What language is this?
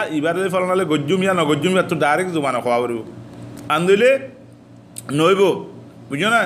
Rohingya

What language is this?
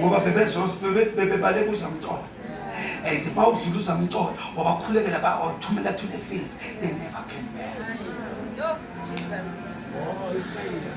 Zulu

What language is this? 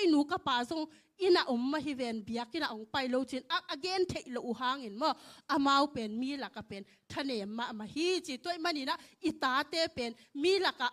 Tedim Chin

